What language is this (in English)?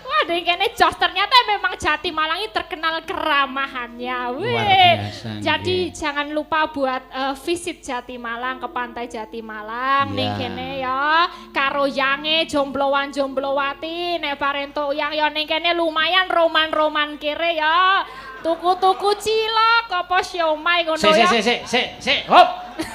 Javanese